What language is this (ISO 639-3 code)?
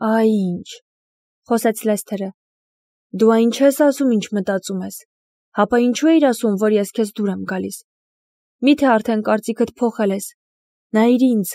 hye